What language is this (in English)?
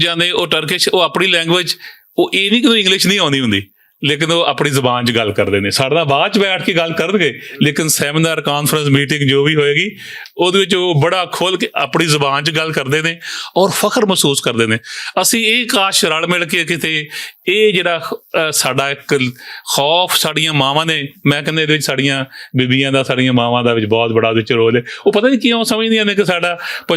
Western Panjabi